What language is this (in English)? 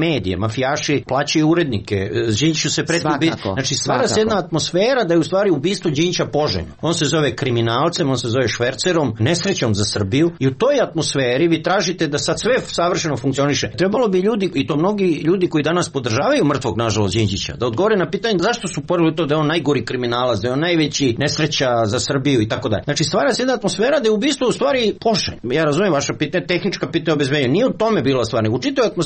Serbian